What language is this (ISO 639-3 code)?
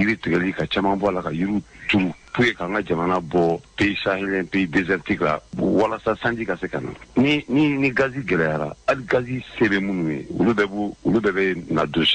bam